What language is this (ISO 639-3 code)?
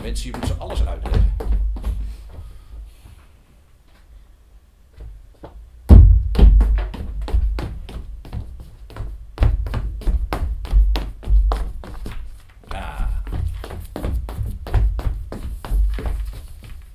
nld